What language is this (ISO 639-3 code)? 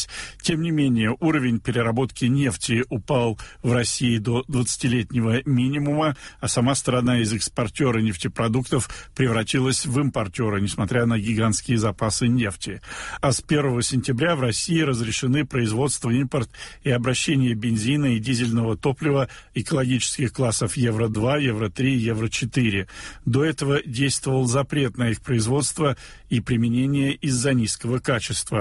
rus